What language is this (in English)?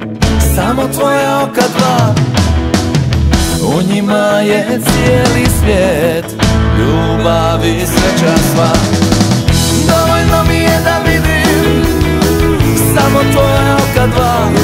Croatian